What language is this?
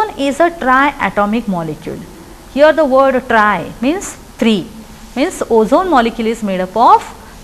English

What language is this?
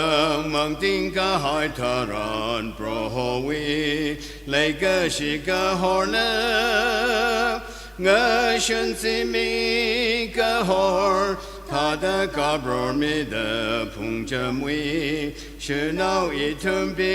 Tangkhul Naga (India)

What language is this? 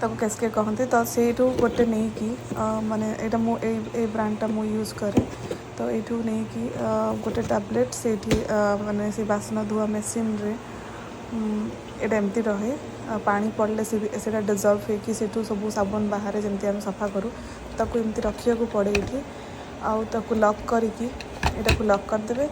Odia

